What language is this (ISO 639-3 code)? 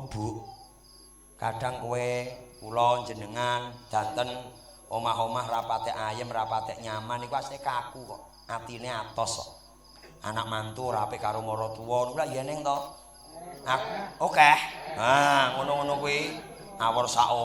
jav